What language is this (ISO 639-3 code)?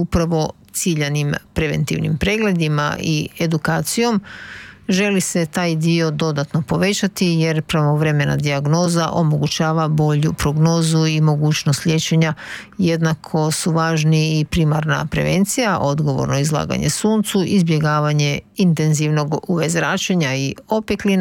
hrv